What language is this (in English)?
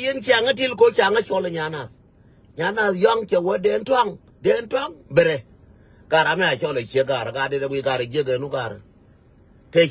Nuer